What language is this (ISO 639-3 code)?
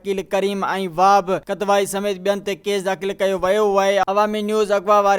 snd